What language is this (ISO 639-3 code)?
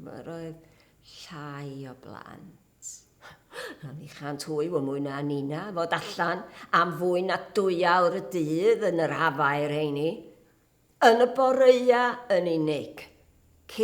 cym